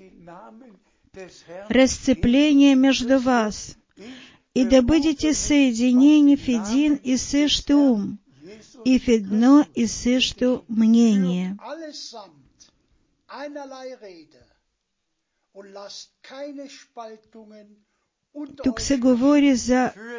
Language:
Bulgarian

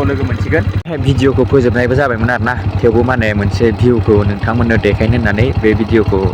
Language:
Bodo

